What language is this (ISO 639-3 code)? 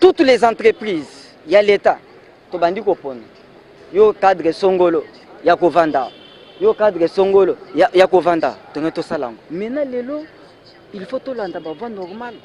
lin